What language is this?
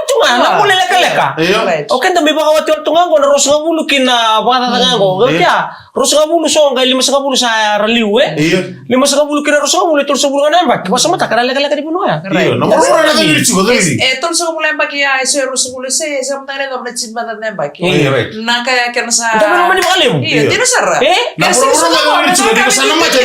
Fijian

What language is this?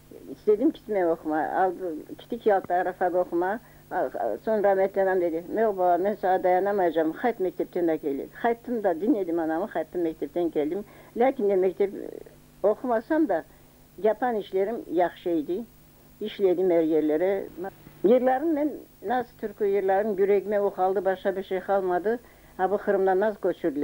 Crimean Tatar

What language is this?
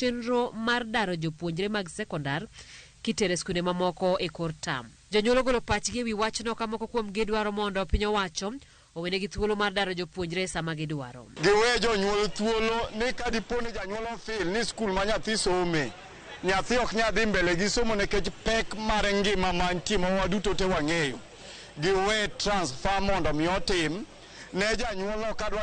Luo (Kenya and Tanzania)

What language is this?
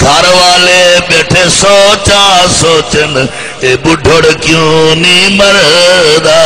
Saraiki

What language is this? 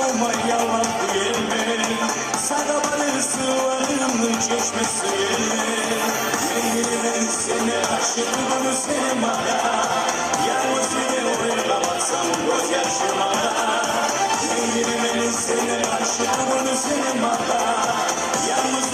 Kumyk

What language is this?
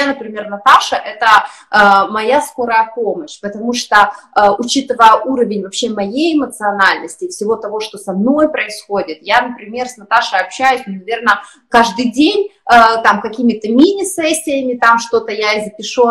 Russian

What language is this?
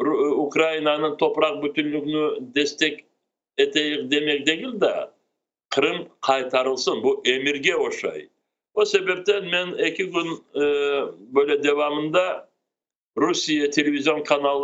Crimean Tatar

